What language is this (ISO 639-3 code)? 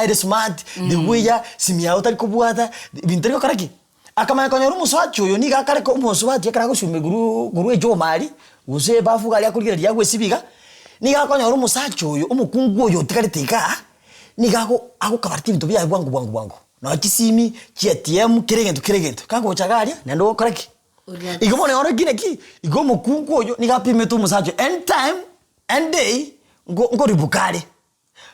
guz